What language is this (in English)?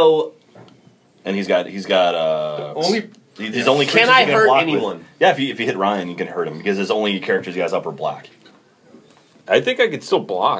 English